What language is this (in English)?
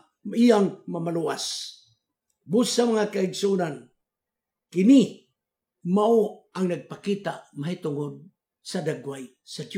Cebuano